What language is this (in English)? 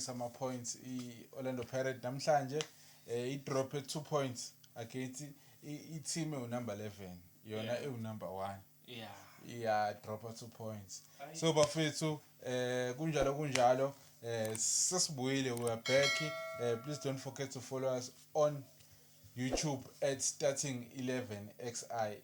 Zulu